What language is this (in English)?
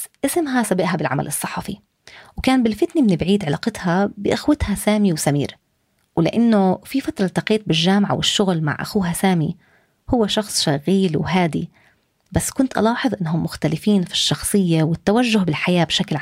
North Levantine Arabic